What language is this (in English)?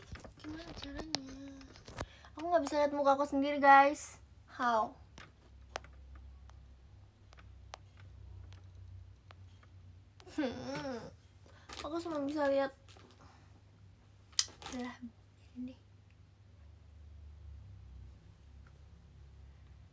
Indonesian